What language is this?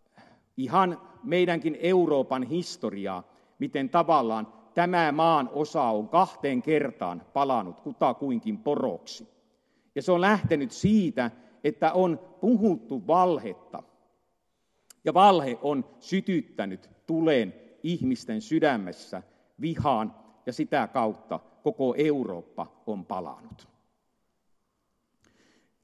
Finnish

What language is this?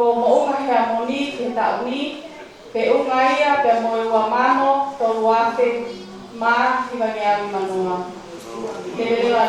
Tongan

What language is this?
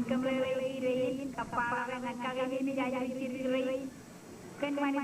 Marshallese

